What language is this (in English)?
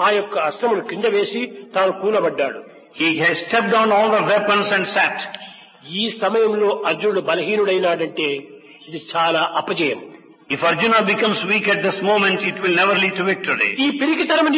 Telugu